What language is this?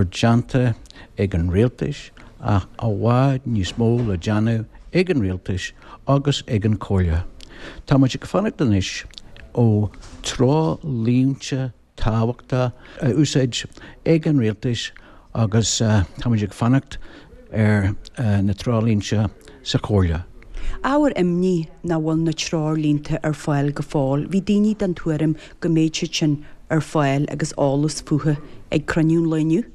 Irish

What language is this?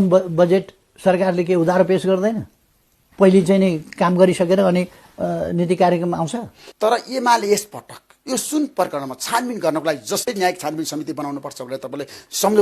Nepali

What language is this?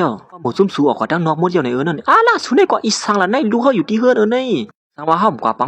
Shan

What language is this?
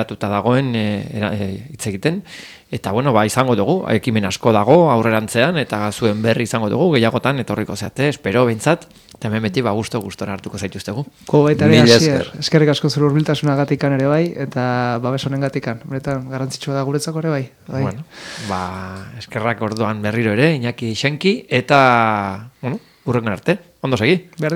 Basque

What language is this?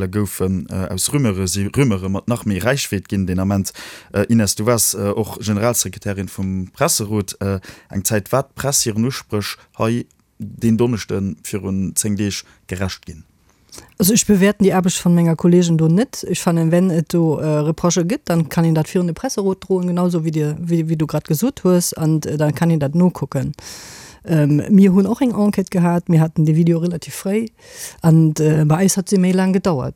Luxembourgish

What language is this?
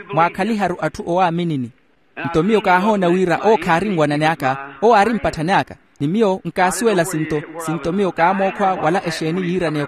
Makhuwa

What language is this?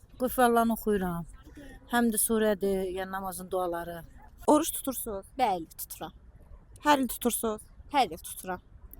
Azerbaijani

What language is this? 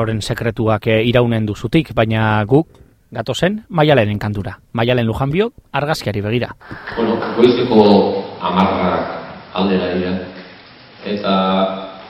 Basque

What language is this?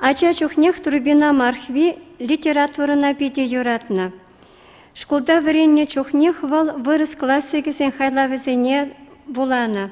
Chuvash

